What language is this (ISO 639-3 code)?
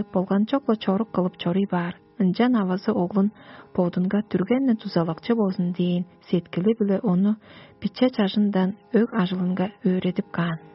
tyv